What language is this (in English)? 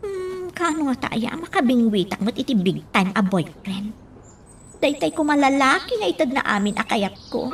Iloko